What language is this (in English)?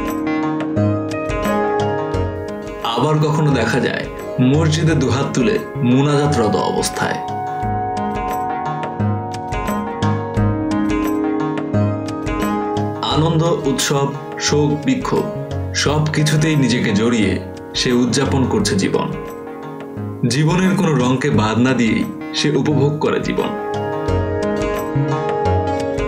Bangla